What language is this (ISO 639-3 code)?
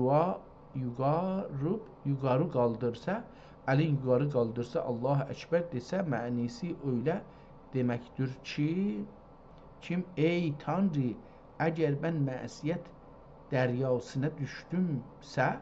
azb